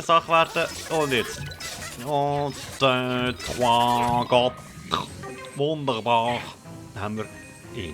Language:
Swiss German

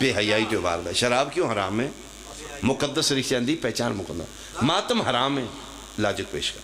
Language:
Pahari-Potwari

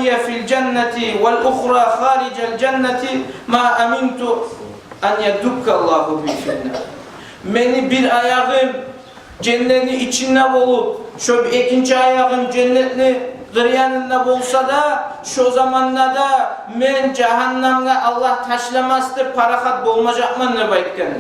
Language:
Kumyk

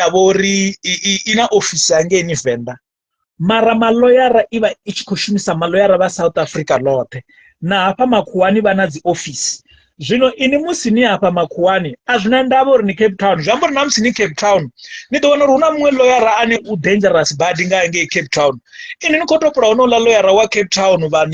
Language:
Venda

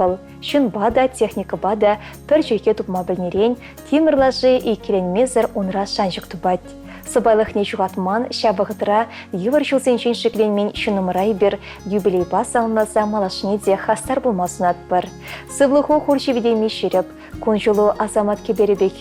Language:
Chuvash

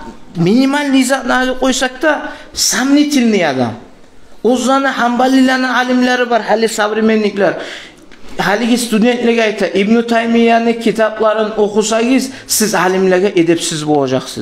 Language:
Kumyk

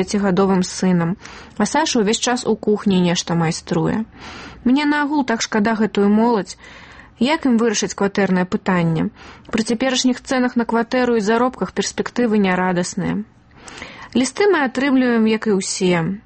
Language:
Belarusian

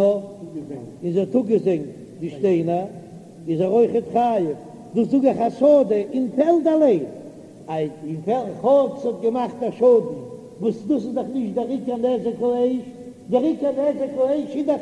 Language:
Yiddish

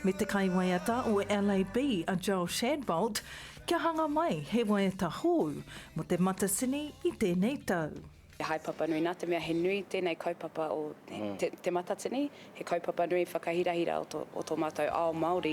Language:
Māori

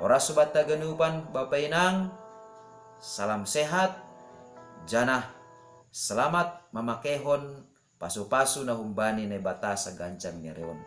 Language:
Batak Simalungun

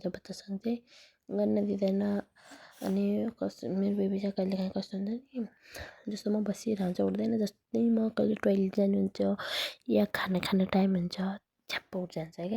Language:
Nepali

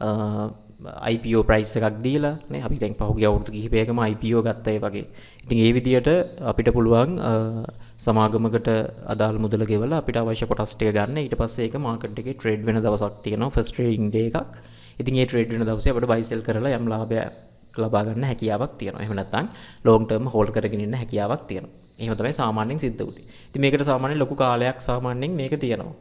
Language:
Sinhala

